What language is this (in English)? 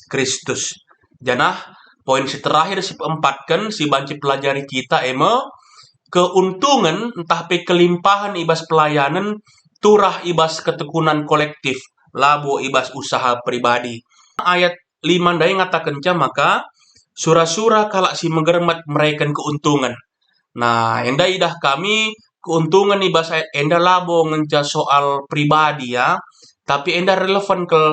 Batak Karo